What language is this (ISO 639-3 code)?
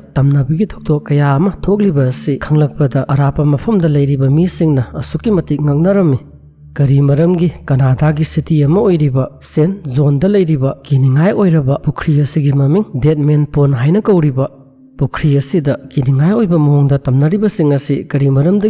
mni